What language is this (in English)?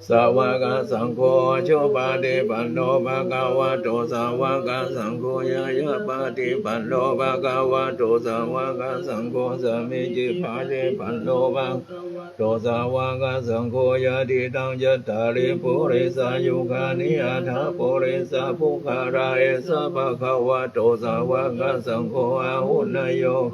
Pali